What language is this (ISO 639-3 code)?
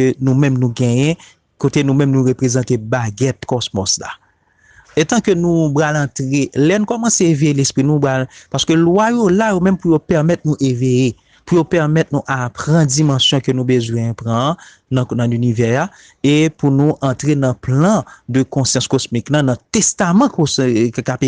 hat